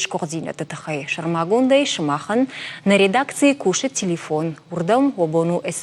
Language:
Ossetic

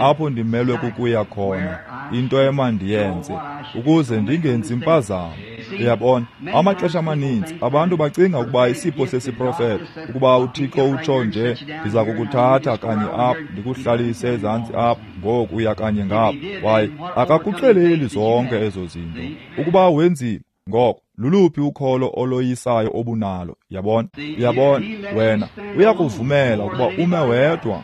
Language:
Xhosa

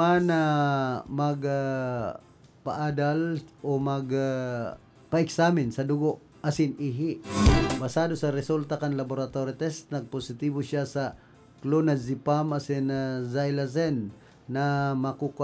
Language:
Bikol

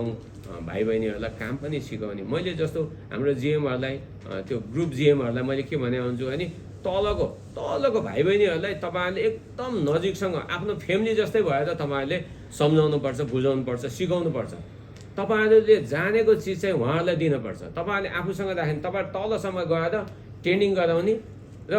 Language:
Nepali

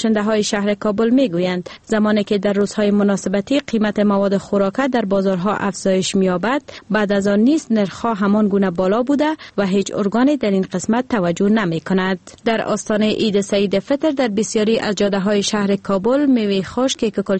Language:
Persian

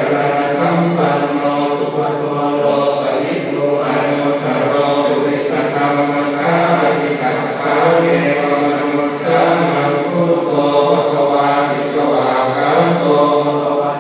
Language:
Pali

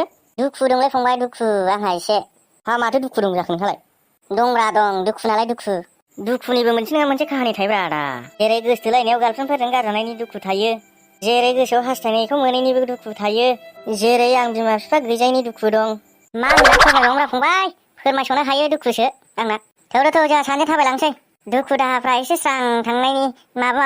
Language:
Bodo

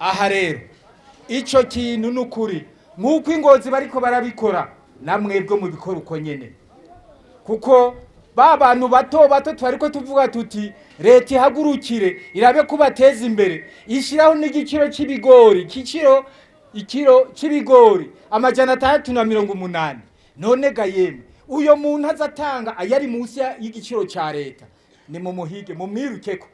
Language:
Rundi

